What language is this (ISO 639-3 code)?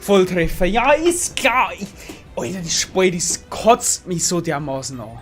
bar